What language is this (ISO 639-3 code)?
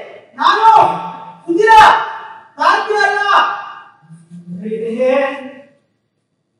kan